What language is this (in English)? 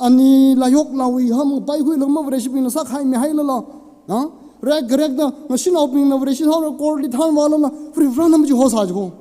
Tangkhul Naga (India)